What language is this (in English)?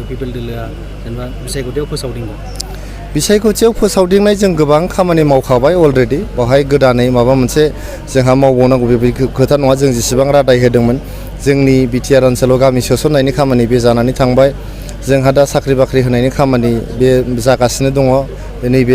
Bodo